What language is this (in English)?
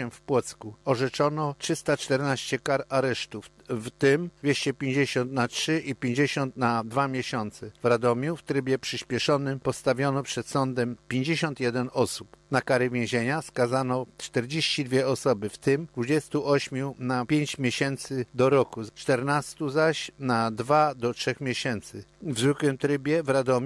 Polish